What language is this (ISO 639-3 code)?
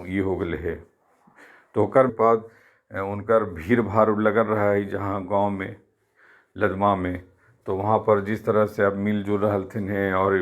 mag